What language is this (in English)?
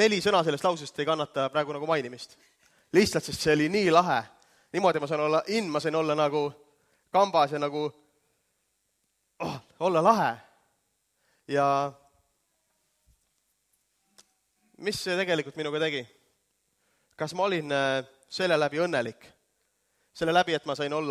Estonian